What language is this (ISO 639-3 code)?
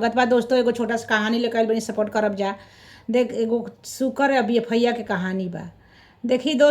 bho